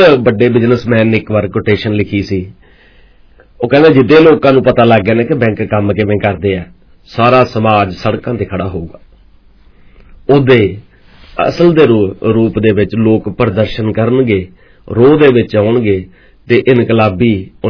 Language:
Punjabi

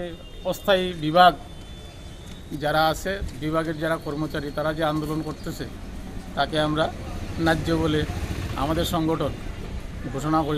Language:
Bangla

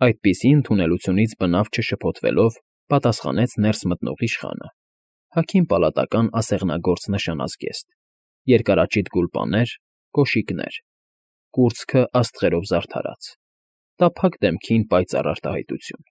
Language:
Armenian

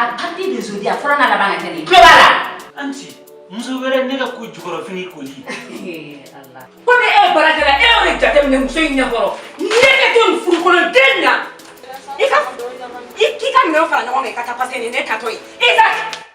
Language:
Bambara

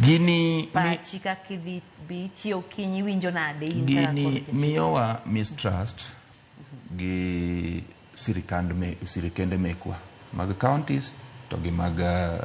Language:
Luo (Kenya and Tanzania)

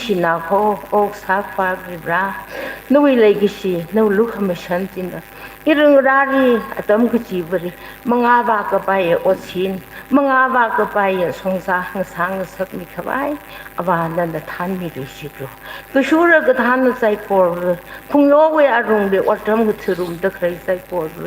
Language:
Tangkhul Naga (India)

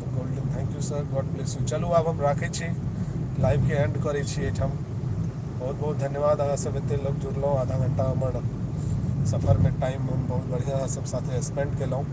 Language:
Maithili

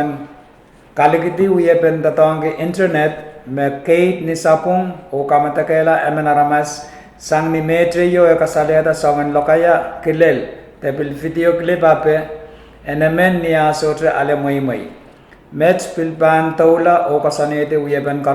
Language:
Pohnpeian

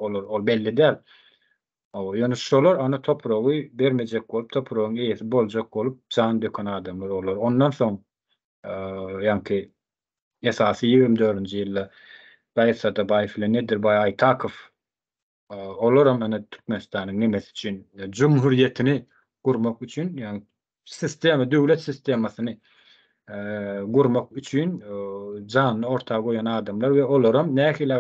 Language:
Turkmen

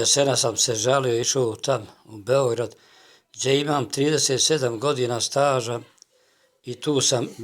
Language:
Bosnian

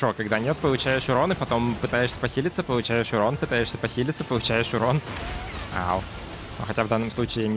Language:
Russian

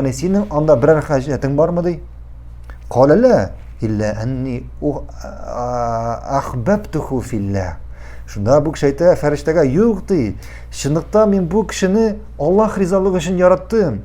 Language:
Tatar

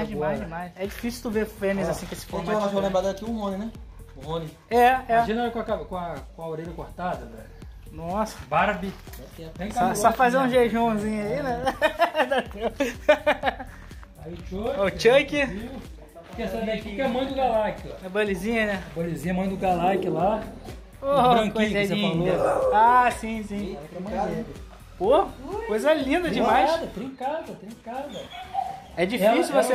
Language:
Portuguese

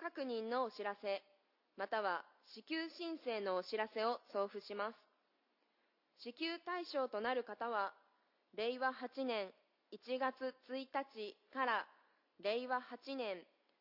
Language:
Japanese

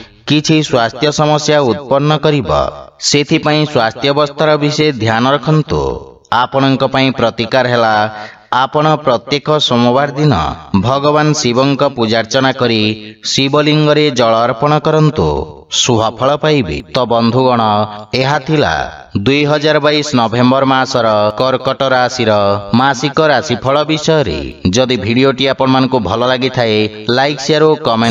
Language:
Odia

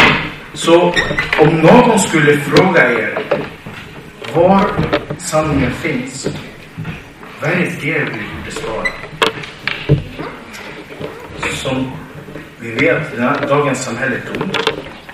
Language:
Swedish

